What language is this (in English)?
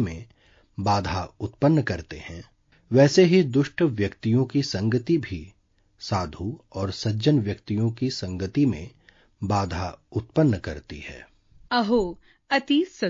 Sanskrit